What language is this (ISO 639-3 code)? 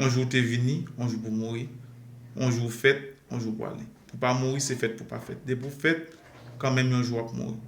hat